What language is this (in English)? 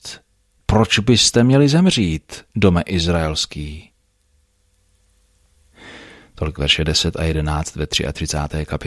Czech